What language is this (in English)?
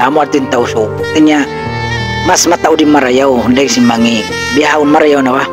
Tausug